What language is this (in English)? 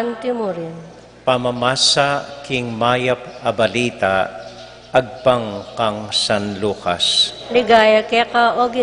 Pampanga